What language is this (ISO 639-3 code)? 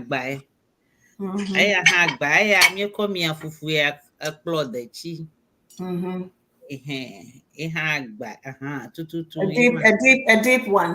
ewe